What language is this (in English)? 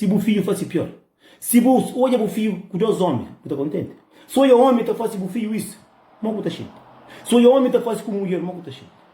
Kabuverdianu